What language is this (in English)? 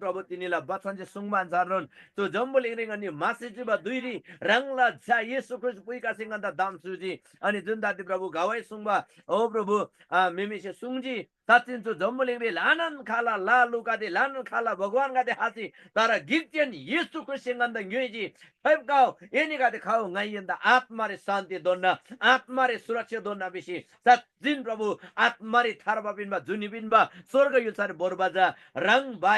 Eastern Tamang